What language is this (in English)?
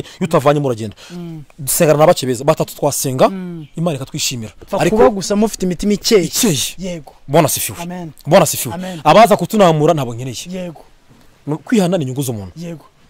Kinyarwanda